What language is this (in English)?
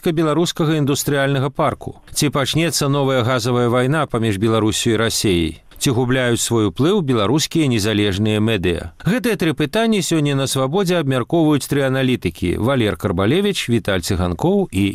Belarusian